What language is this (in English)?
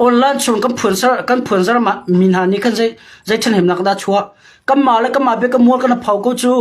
Hakha Chin